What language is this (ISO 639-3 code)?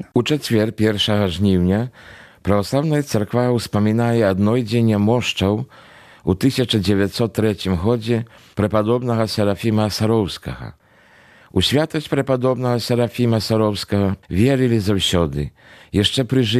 bel